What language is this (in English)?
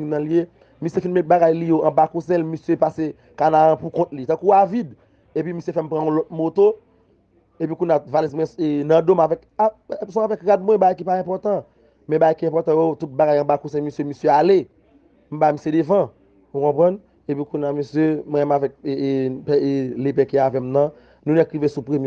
Haitian Creole